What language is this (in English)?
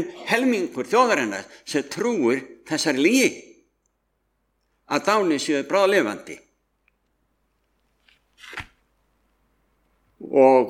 Icelandic